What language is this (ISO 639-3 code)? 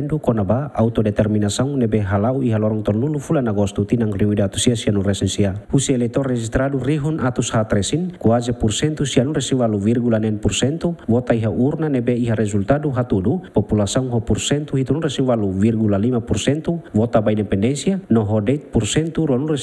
tet